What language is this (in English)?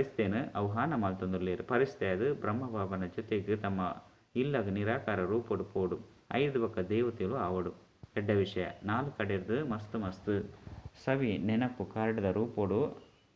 Tulu